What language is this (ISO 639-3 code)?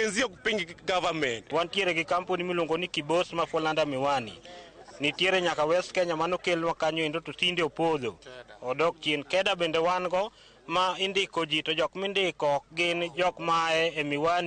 luo